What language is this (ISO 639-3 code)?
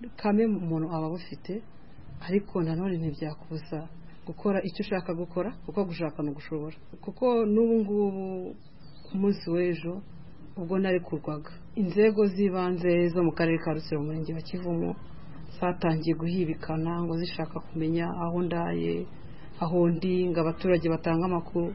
kin